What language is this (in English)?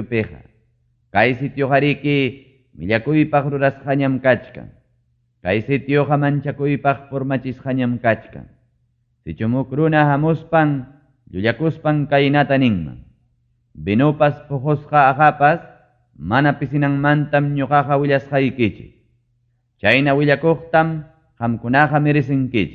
Ayacucho Quechua